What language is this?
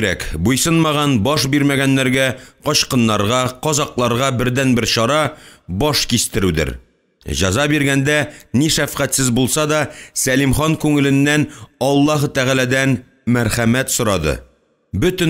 Tatar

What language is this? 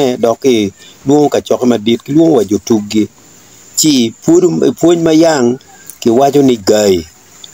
Acoli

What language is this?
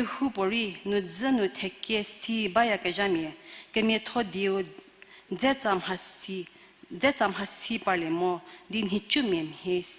Angami Naga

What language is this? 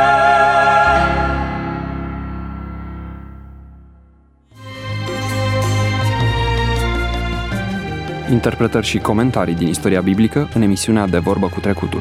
Romanian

